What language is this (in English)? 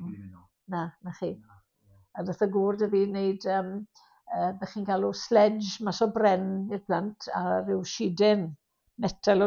Welsh